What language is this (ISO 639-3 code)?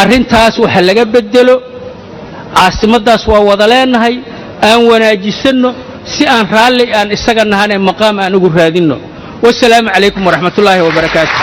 som